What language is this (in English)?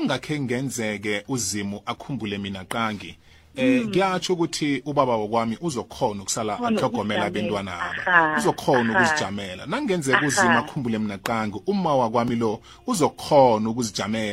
South Ndebele